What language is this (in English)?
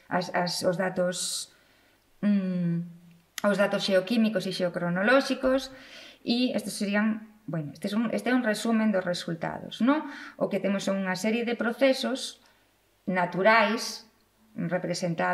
Galician